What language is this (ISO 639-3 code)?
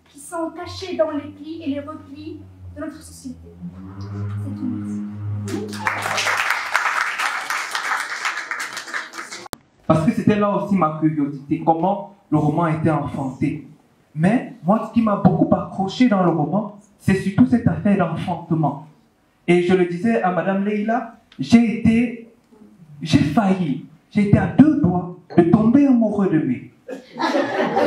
fra